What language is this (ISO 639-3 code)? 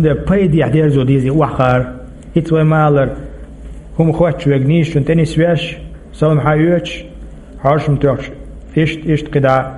che